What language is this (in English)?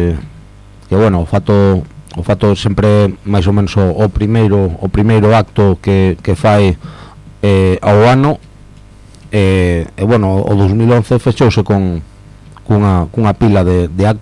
Galician